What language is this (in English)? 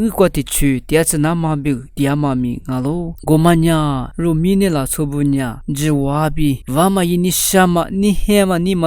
Lisu